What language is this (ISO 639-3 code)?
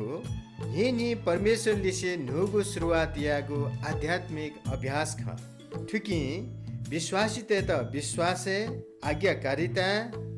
new